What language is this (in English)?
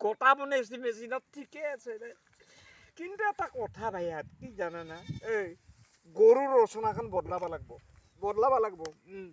Assamese